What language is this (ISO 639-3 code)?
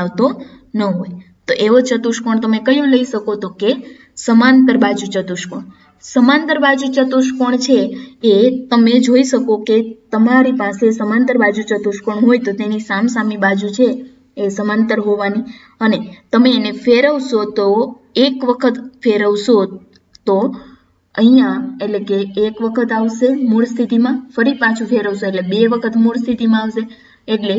guj